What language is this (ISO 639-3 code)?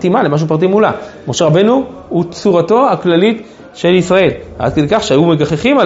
heb